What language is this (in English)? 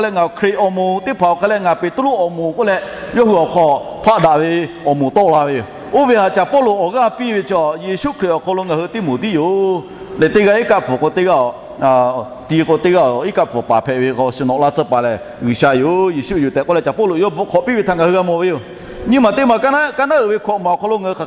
Lahu